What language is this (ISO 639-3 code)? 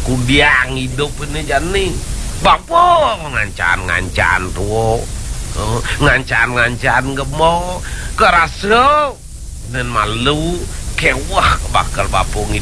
ban